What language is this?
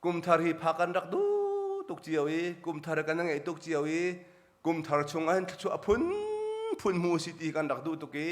Hakha Chin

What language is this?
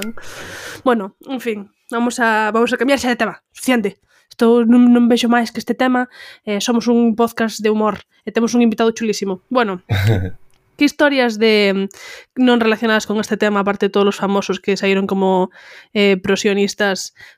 Galician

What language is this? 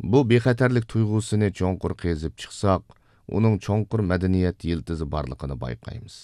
Uyghur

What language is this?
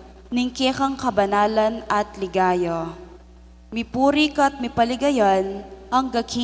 Pampanga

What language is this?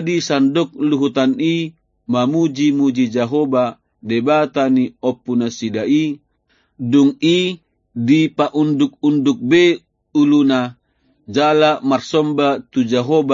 Batak Toba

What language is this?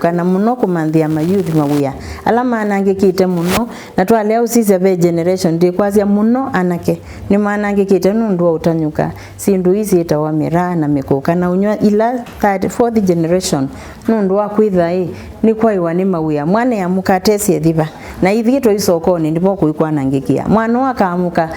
Kamba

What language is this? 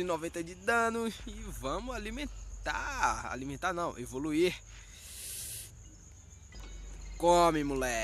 Portuguese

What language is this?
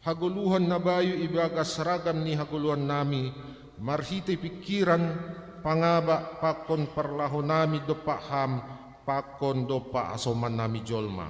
Batak Simalungun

